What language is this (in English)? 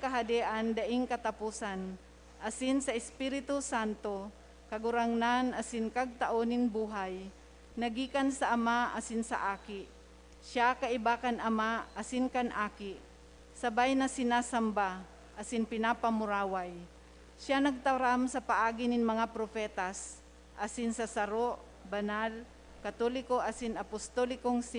Bikol